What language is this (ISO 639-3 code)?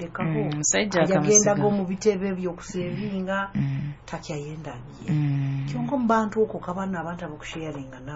nyo